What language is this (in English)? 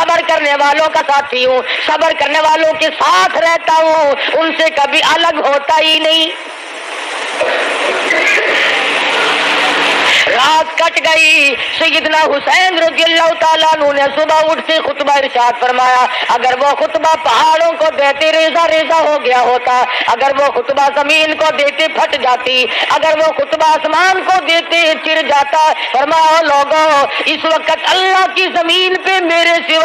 Urdu